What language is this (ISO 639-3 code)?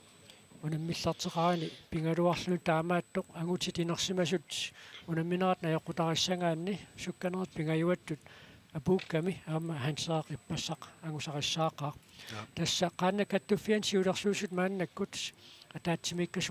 kal